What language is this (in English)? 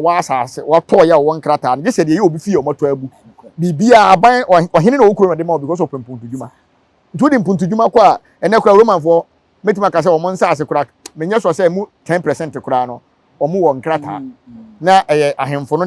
Akan